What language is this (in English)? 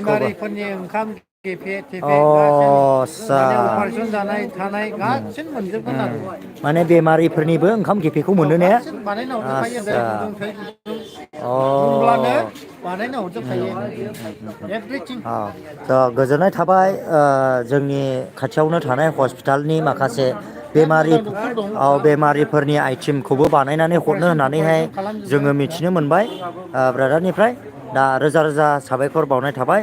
Bodo